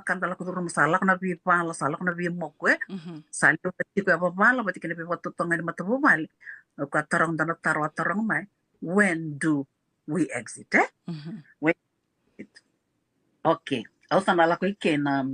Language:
Fijian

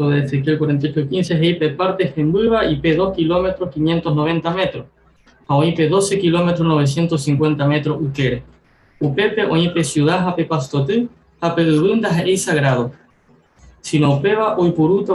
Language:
Guarani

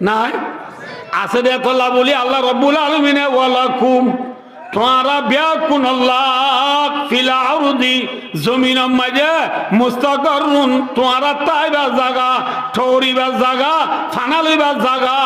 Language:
Rohingya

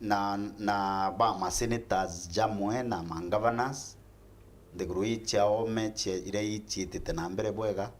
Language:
Meru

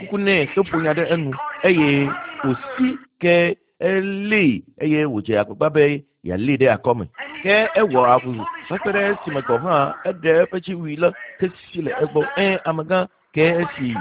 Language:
Ewe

